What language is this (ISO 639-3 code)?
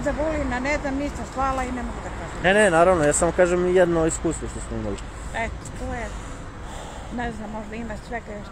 srp